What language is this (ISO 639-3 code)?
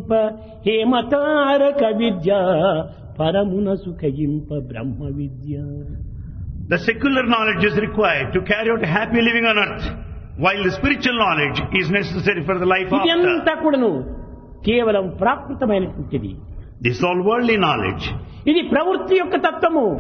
tel